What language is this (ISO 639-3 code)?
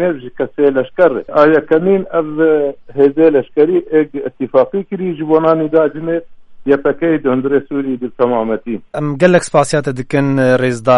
kur